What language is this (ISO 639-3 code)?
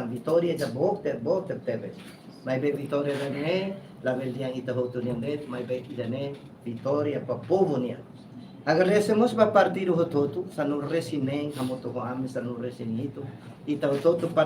tet